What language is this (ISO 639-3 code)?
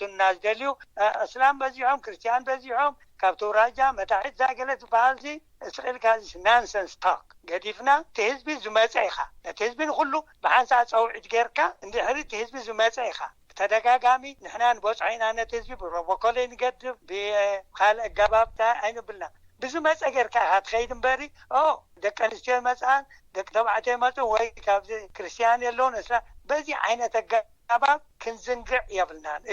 tir